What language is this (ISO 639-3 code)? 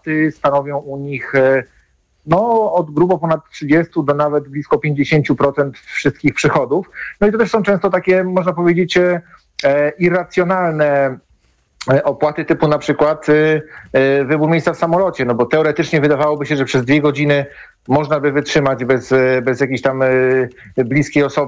pol